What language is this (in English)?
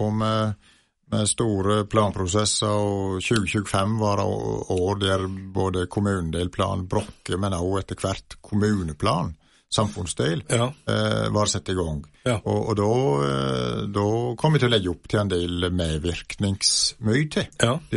Norwegian